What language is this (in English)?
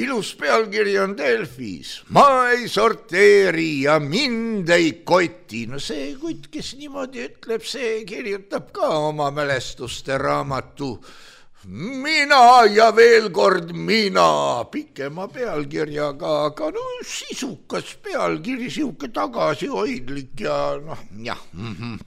Estonian